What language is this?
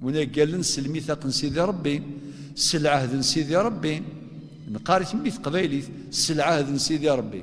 Kabyle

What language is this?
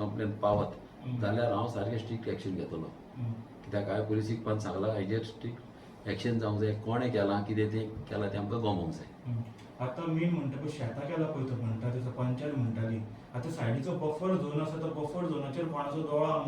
Konkani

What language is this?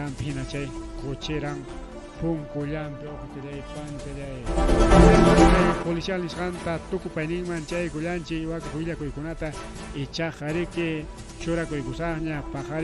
Ayacucho Quechua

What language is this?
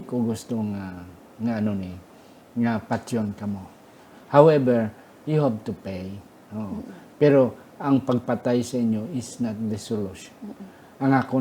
Hiligaynon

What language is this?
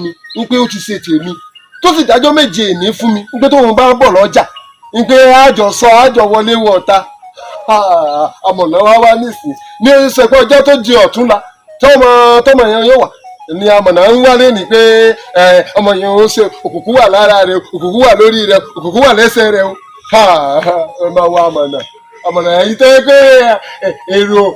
Yoruba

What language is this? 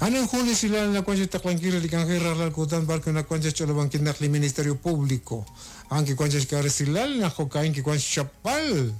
Kekchí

